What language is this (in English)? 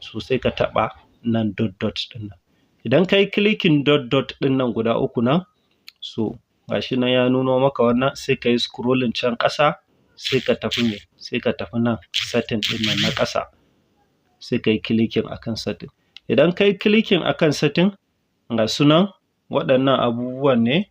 Hausa